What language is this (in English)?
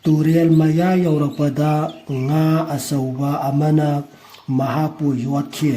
Manipuri